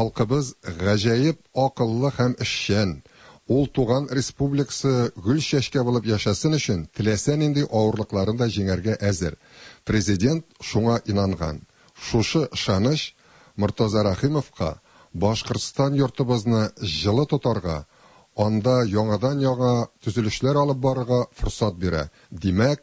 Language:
Tatar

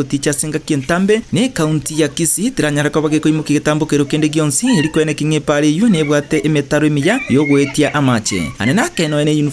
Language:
Gusii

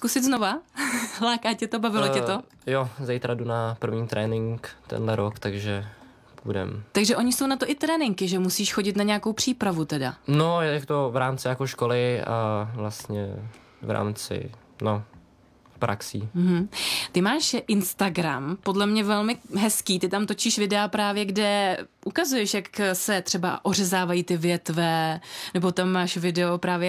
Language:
Czech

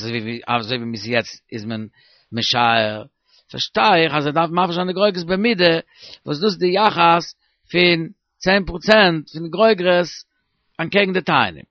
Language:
Yiddish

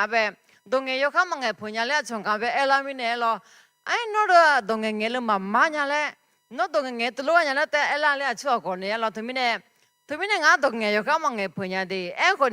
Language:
Akha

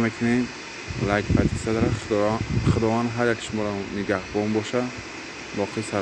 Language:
Tajik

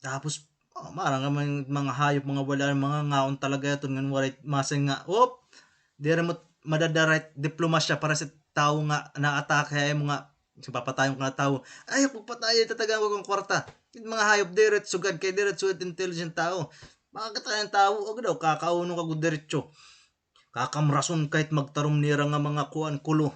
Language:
Waray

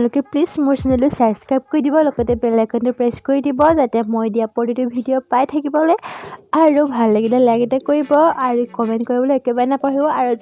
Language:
Assamese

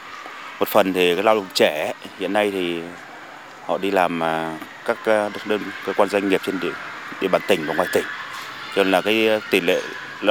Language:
Vietnamese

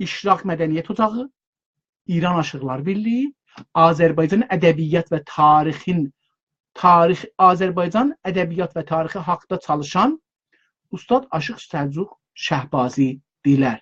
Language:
South Azerbaijani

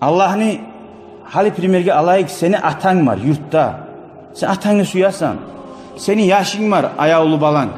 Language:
Kumyk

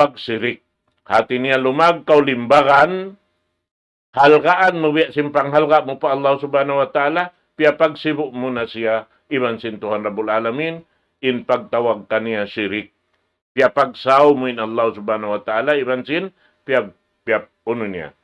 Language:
Tausug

